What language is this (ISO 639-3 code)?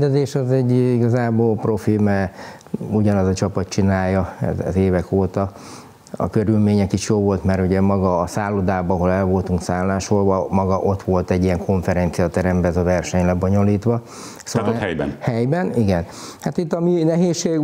hun